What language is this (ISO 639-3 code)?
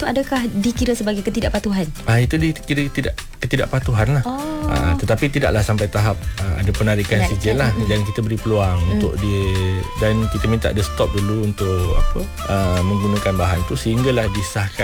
msa